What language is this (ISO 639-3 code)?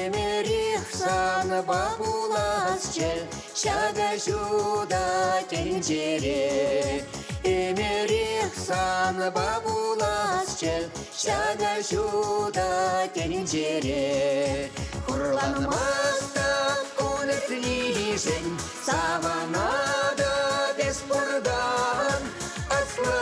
chv